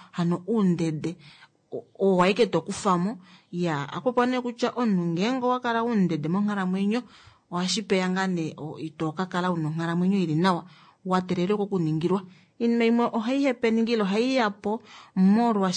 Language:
Kuanyama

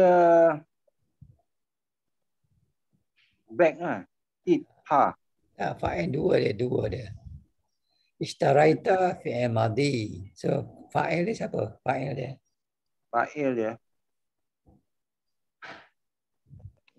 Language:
Malay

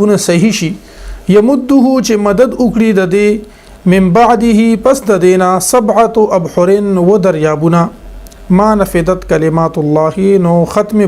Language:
Pashto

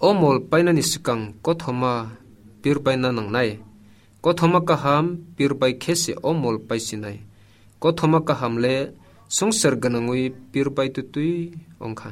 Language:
Kok Borok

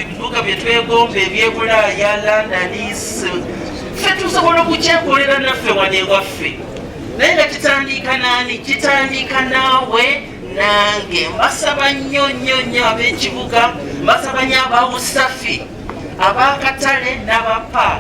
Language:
Ganda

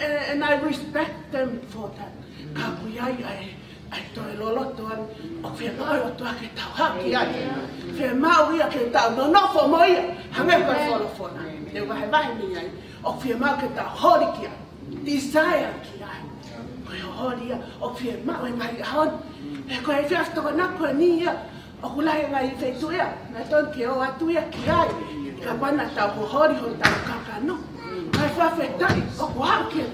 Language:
Tongan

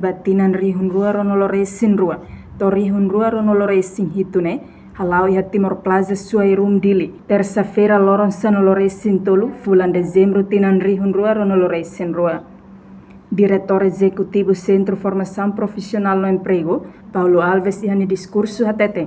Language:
Tetum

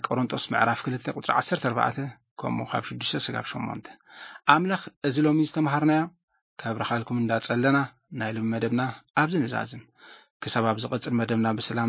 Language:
Tigrinya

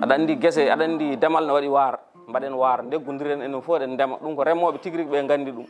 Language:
Fula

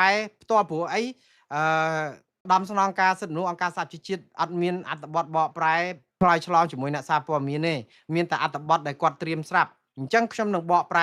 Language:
Khmer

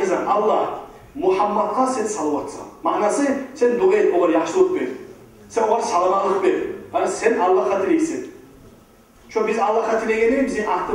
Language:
Kumyk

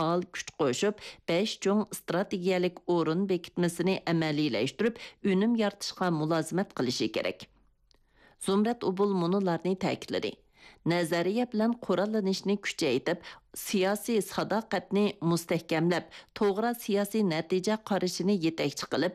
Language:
Uyghur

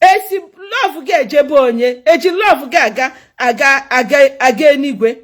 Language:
Igbo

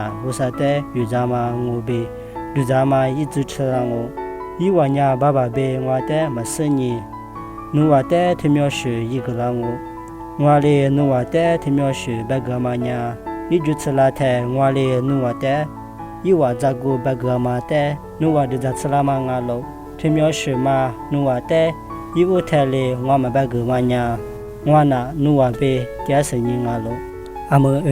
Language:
Lisu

